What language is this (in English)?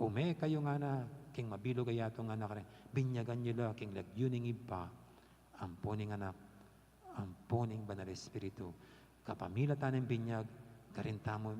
Pampanga